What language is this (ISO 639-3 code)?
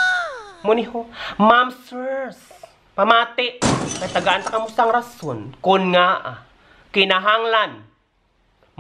hil